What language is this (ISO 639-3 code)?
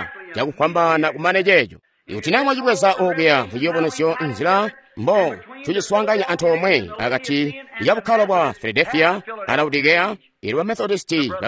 toi